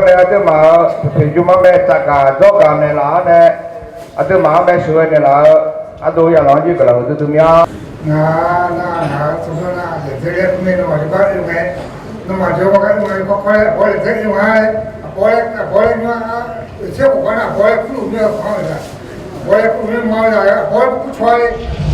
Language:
Akha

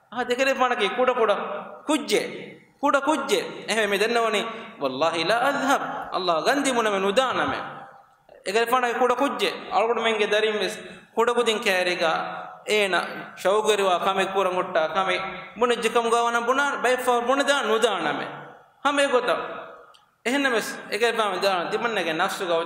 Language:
Divehi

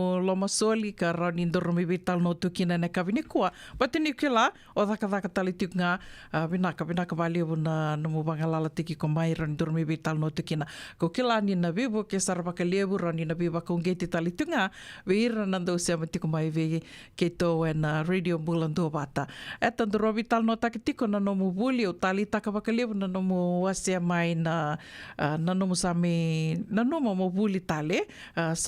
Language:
Fijian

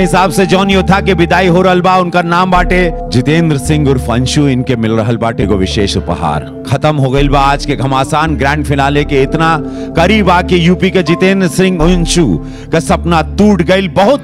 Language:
Bhojpuri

